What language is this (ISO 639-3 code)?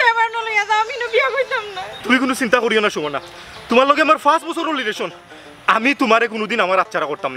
syl